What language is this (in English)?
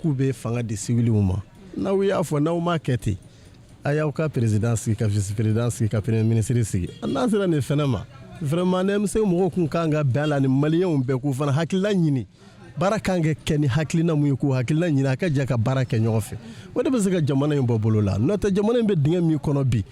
Bambara